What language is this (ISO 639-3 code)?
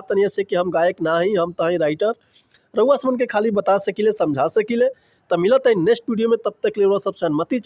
bho